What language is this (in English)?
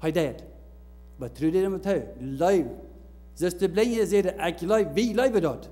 Plautdietsch